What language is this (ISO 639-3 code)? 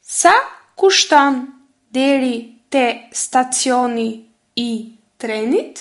sqi